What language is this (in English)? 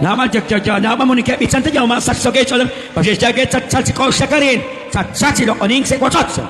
Kekchí